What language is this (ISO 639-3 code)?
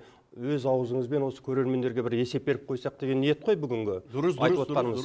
kaz